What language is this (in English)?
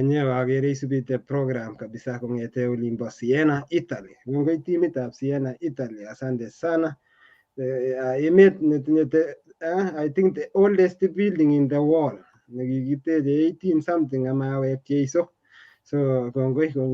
Kalenjin